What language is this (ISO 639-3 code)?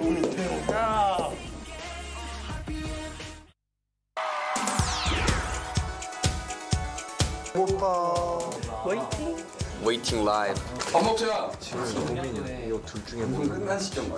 kor